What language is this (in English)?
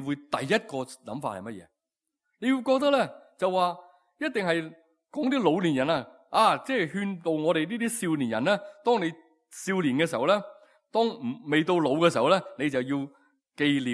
Cantonese